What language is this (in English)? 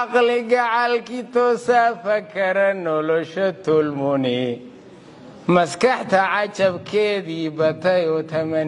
Somali